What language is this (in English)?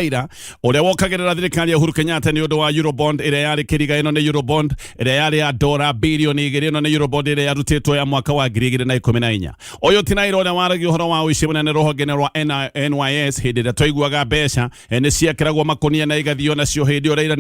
Kikuyu